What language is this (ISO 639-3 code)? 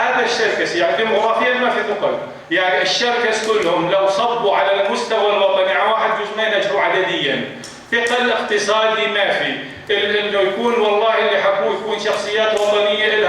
apc